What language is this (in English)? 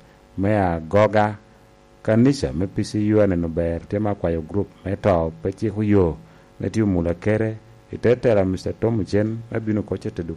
Lango (Uganda)